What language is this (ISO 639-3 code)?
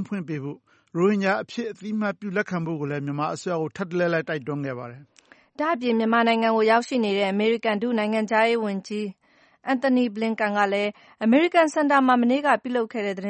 mya